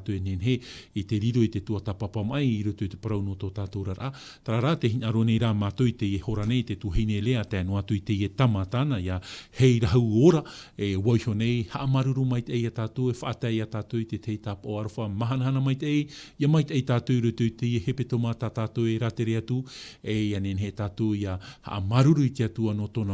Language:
Tahitian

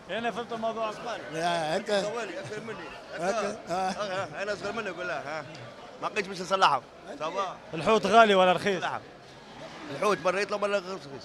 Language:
Tunisian Arabic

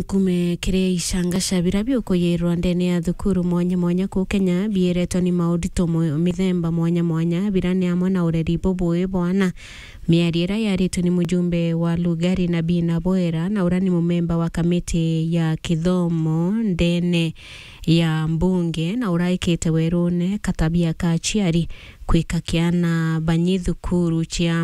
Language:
Meru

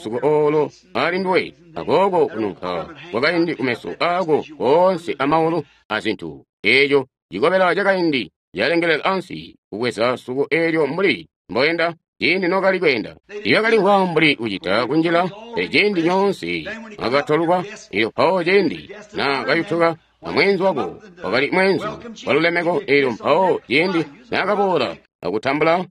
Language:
Tonga (Zambia)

